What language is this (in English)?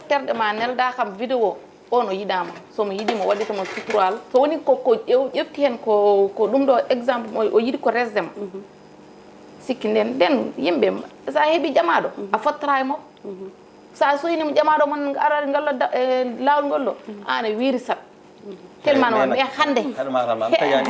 Fula